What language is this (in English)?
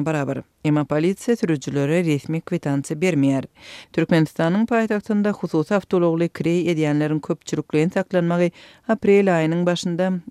Turkmen